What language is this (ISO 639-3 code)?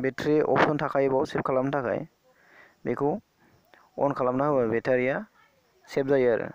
brx